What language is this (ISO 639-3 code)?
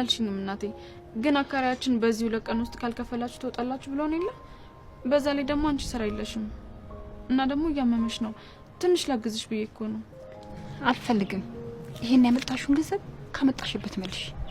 amh